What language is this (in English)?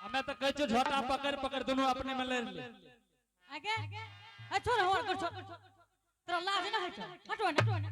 Angika